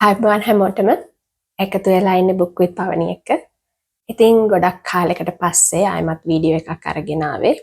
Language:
Sinhala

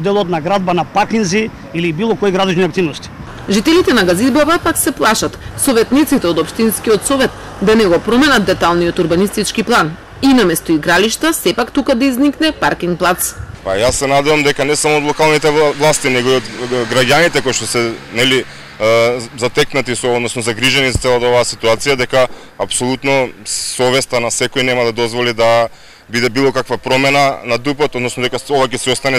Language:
Macedonian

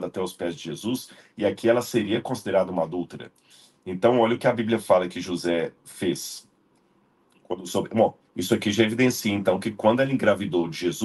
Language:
Portuguese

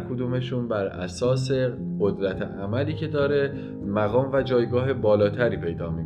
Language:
Persian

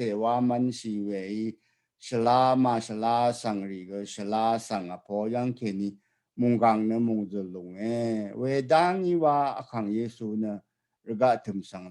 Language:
Rawang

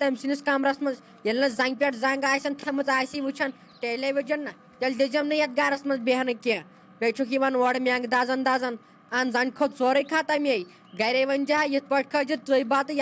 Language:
Kashmiri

